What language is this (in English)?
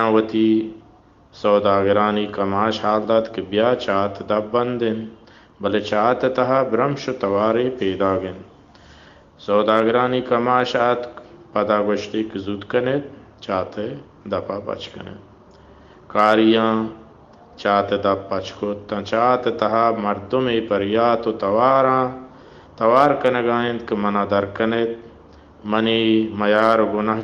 Baluchi